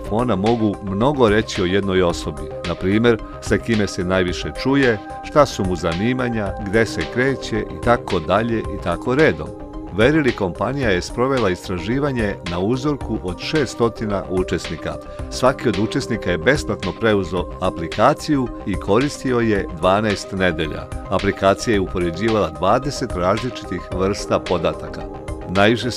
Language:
Serbian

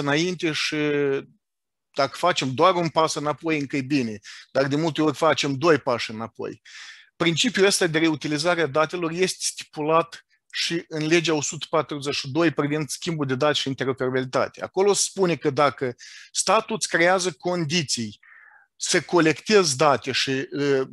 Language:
Romanian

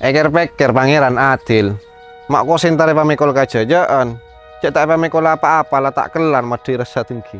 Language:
Madurese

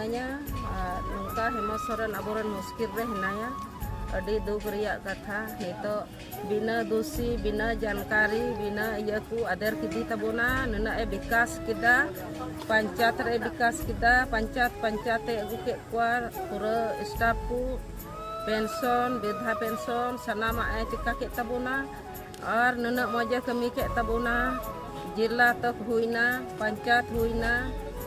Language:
Santali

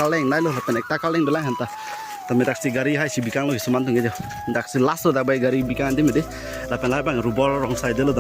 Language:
Karbi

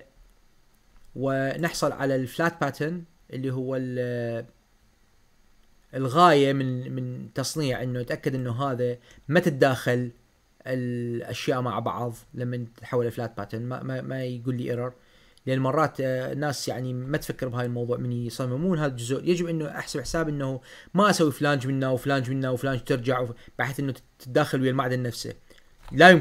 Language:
Mesopotamian Arabic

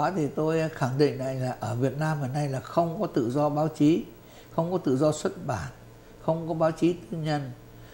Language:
Vietnamese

